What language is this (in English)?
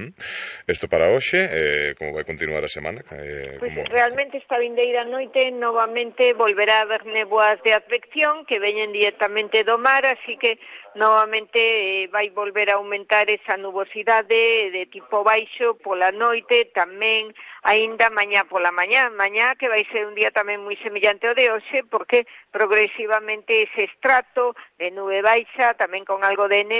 Galician